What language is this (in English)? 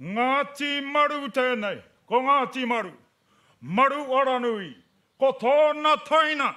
Māori